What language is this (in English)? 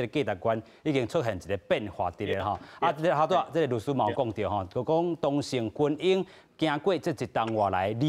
Min Nan Chinese